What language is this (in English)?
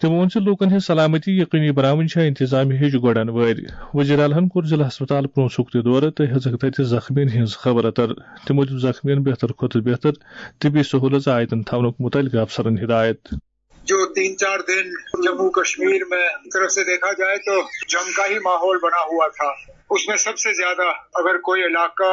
Kashmiri